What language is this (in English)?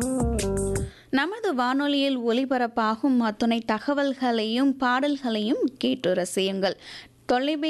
Tamil